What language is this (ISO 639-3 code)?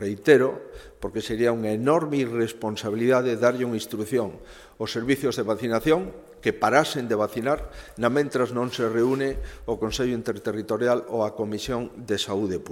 glg